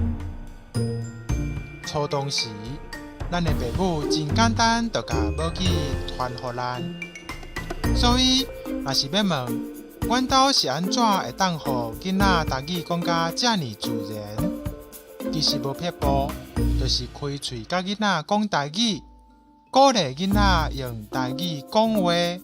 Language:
Min Nan Chinese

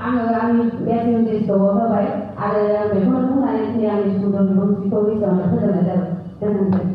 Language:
Bodo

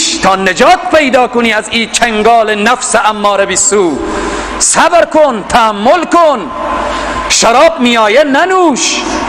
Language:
Persian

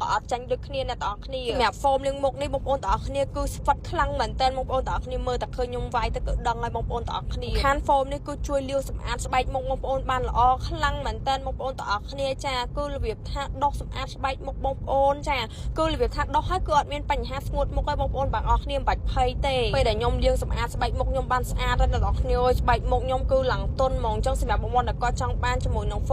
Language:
Khmer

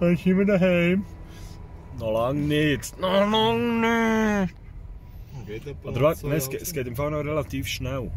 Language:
Swiss German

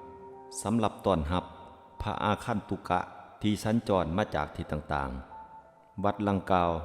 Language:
Lao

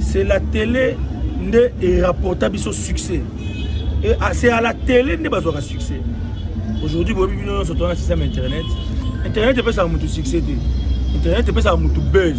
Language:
Lingala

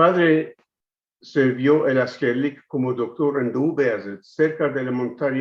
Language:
Ladino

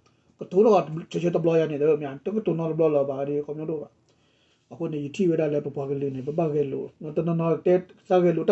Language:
S'gaw Karen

